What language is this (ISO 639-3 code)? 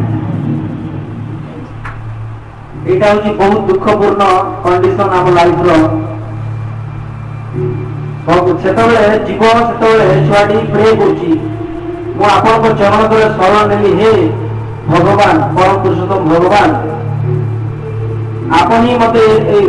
ori